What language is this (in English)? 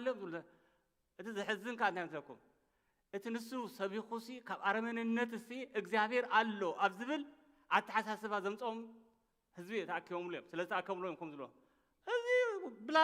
Tigrinya